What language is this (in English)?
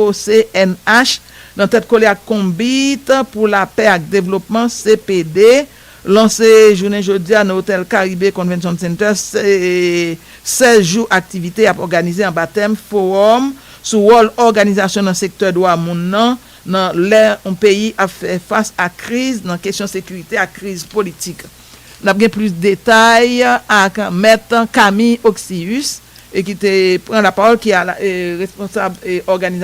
Haitian Creole